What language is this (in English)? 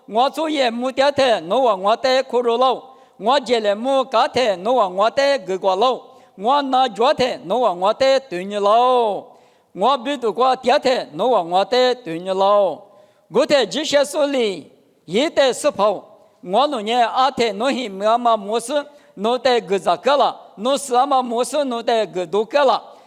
Lisu